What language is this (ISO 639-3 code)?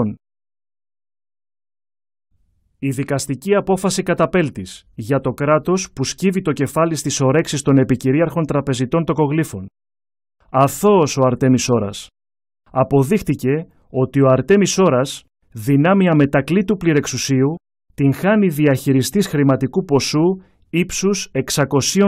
ell